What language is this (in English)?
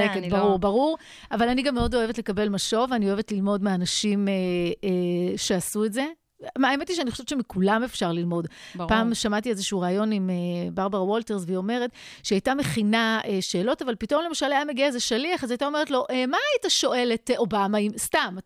Hebrew